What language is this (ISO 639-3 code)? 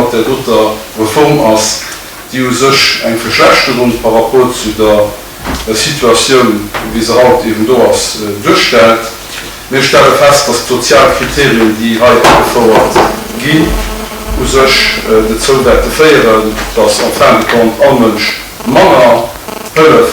ltz